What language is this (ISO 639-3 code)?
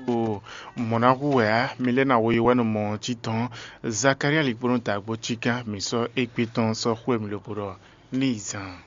fon